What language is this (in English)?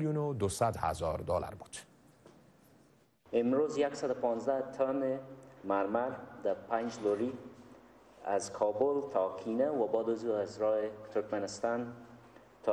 Persian